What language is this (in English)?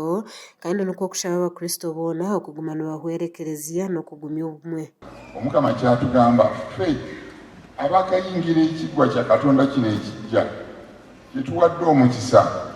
Nyankole